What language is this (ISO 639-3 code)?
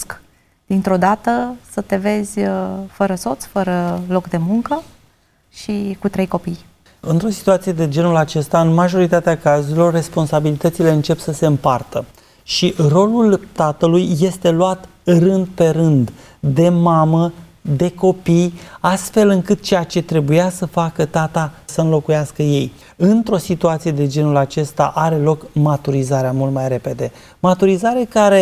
ron